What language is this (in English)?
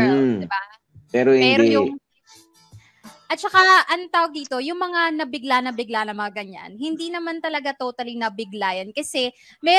Filipino